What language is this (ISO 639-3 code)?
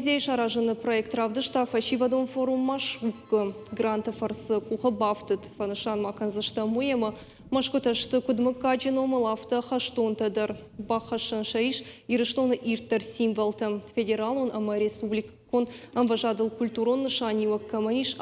oss